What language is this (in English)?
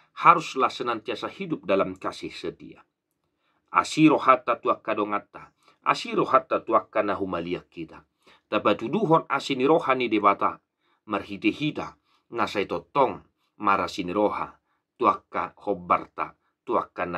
Batak Toba